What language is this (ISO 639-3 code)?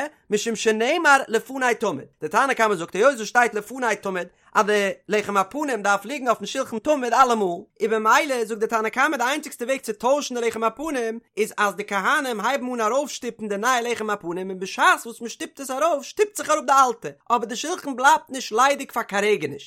yid